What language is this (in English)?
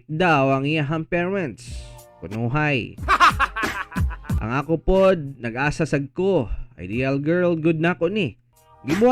Cebuano